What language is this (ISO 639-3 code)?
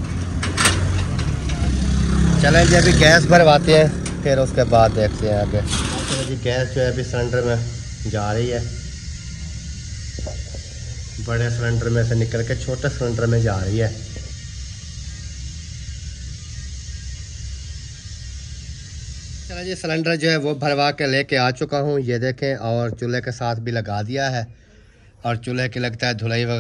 hin